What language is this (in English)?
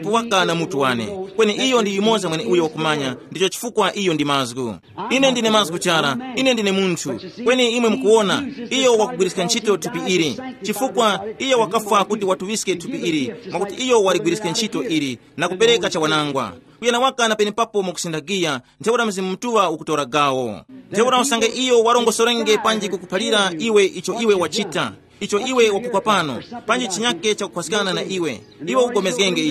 Tumbuka